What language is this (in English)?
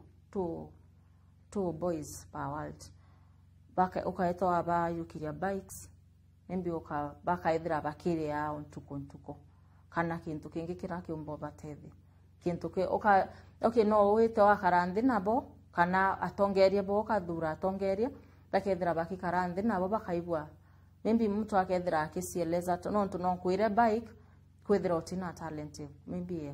Meru